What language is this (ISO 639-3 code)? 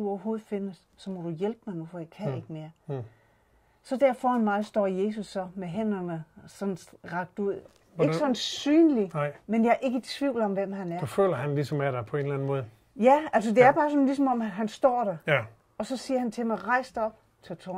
dan